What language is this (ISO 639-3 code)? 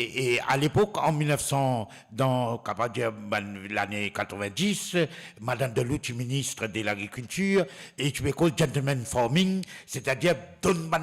mfe